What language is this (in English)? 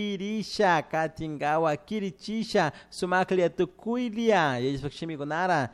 Chimborazo Highland Quichua